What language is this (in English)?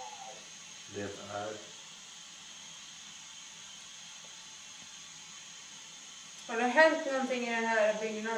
Swedish